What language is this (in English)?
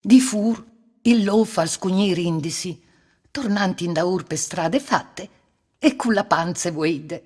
Friulian